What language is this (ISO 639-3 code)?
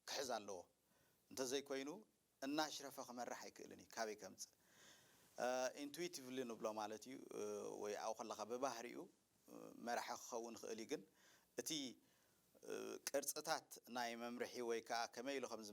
tir